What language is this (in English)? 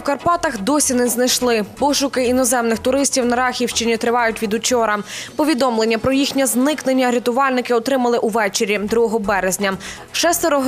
Ukrainian